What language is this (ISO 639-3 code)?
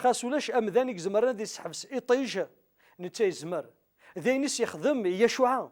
kab